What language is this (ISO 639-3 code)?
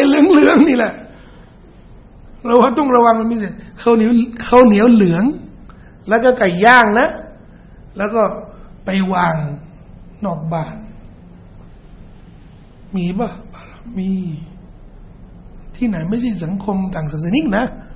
tha